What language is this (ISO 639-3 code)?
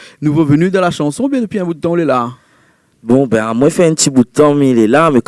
rcf